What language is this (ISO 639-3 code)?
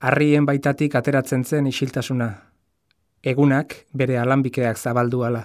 eus